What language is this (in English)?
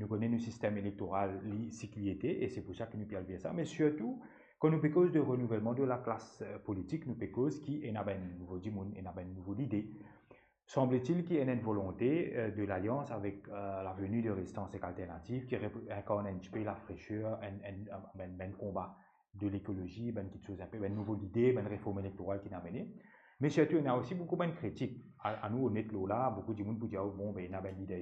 Morisyen